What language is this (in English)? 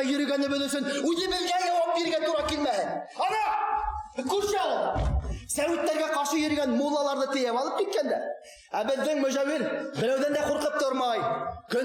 Bashkir